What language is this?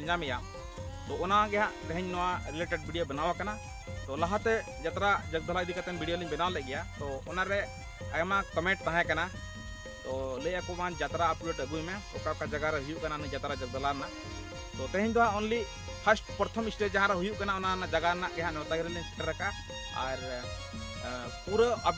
Santali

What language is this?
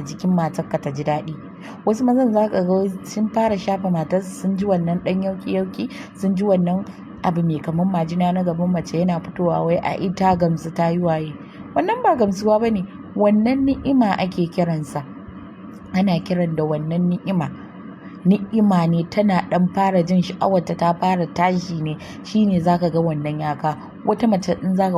Hausa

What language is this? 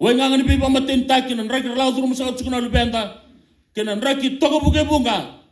Fijian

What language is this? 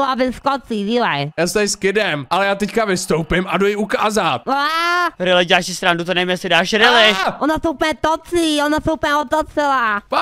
Czech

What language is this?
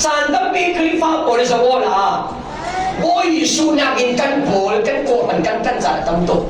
Falam Chin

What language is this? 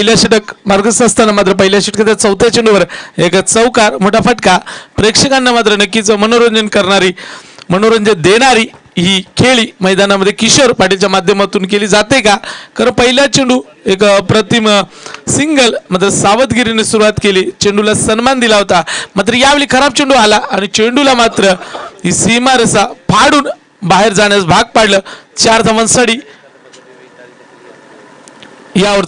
Marathi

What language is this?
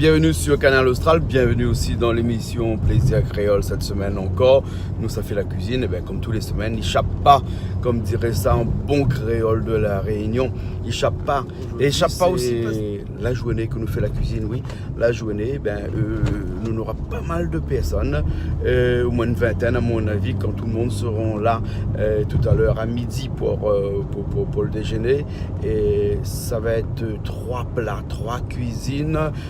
Réunion Creole French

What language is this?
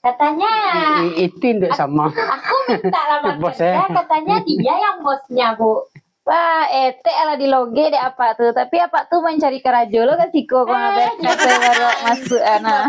Minangkabau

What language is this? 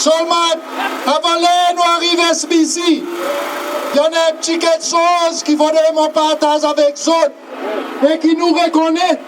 Seselwa Creole French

